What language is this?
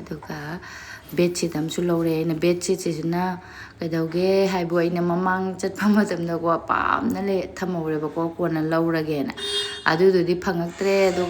Manipuri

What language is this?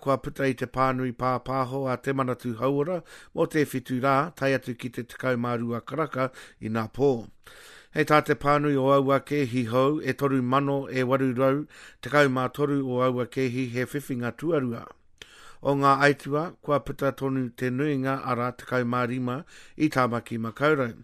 Māori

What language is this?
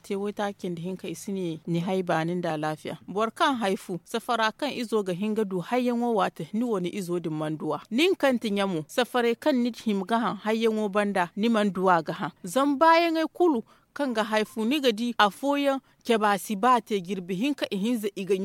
Zarma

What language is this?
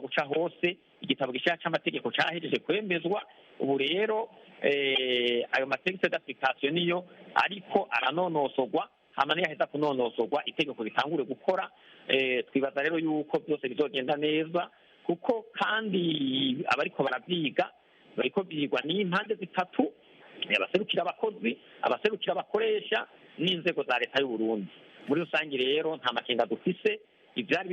Rundi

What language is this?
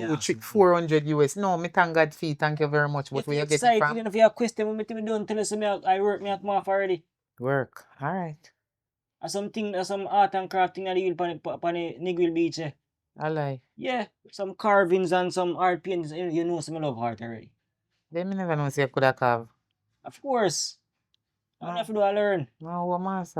Jamaican Creole English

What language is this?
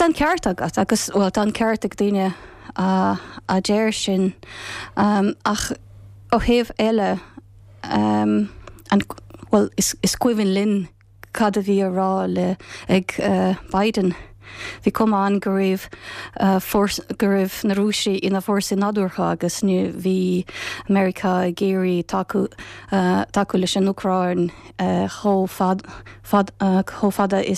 Irish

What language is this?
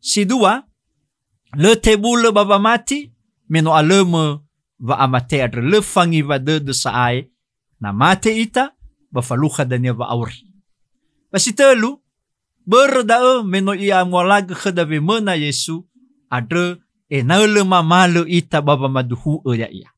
Nias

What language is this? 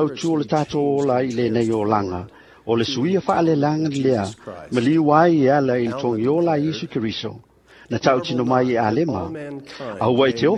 Samoan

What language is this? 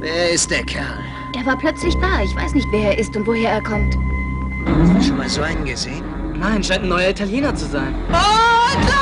Bavarian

